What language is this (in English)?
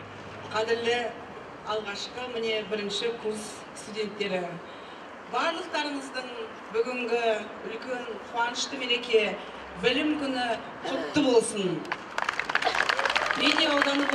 Kazakh